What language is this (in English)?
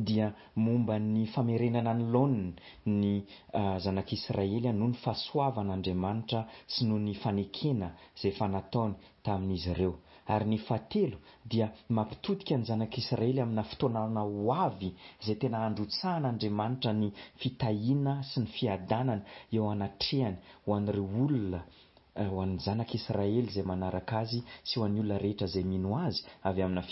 Malagasy